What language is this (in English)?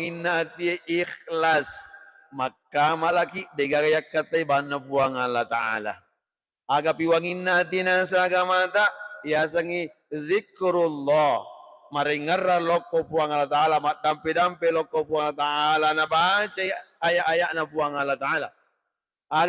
Buginese